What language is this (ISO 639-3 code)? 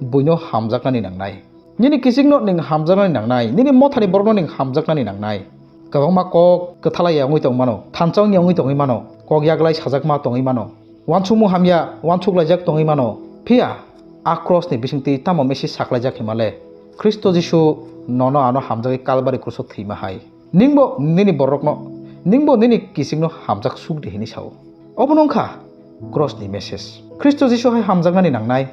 trp